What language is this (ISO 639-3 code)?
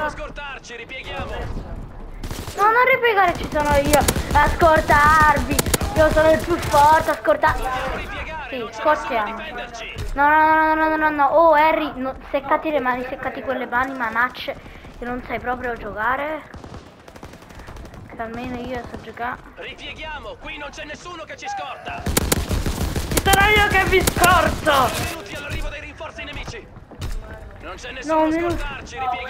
ita